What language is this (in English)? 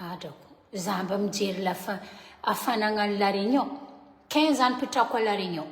Malagasy